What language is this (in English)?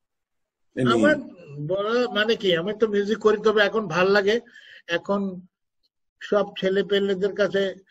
Bangla